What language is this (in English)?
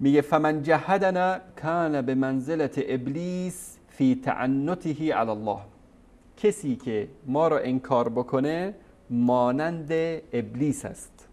Persian